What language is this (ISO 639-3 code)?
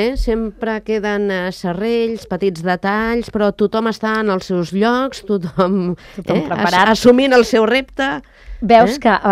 cat